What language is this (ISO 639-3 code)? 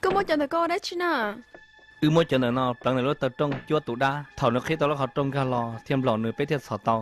hmn